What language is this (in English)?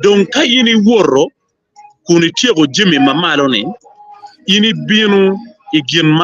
Acoli